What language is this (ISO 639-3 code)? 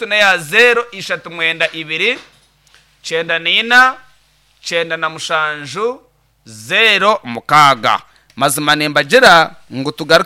nyn